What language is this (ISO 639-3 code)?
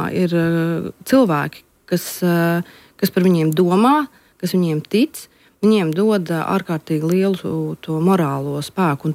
lav